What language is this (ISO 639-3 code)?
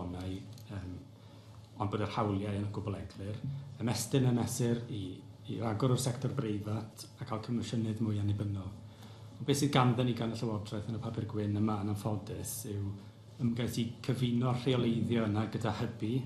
cym